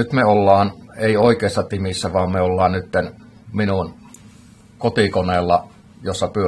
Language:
Finnish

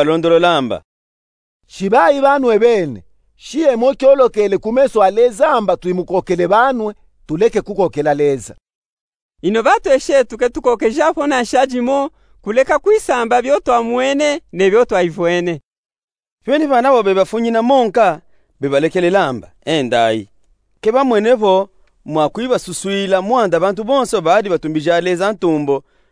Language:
Luba-Katanga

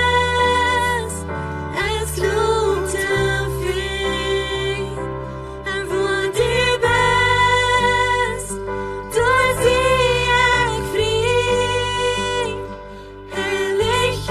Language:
Plautdietsch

